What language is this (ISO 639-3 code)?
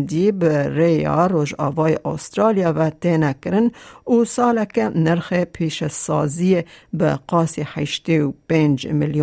kur